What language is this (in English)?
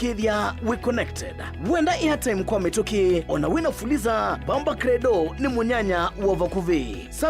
Kamba